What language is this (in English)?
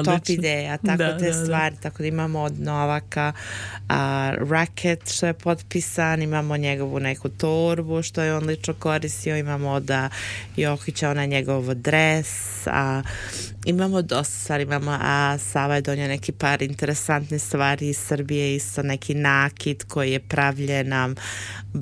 Serbian